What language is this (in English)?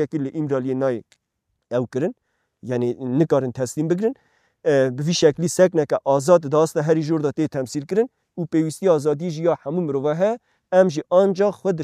Kurdish